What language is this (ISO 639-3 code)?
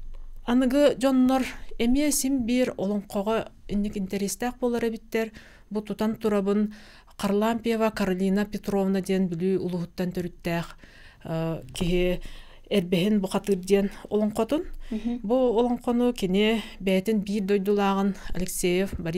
sah